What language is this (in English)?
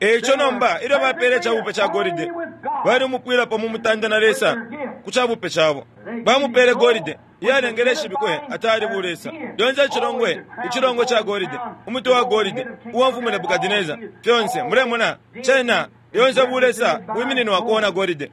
Bemba